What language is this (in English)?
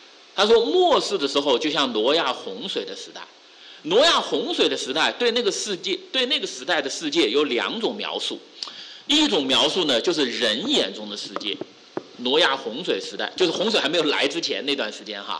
Chinese